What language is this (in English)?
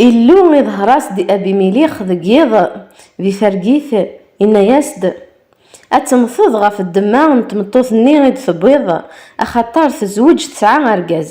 Kabyle